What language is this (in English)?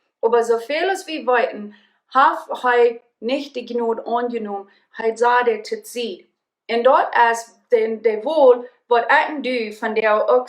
Plautdietsch